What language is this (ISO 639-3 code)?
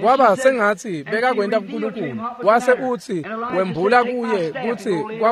ssw